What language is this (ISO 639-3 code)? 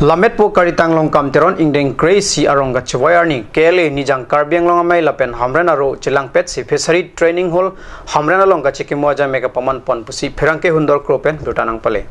mjw